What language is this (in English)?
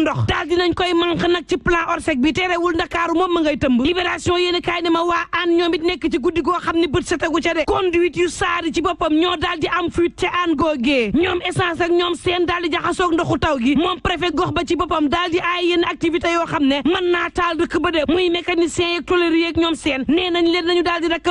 Wolof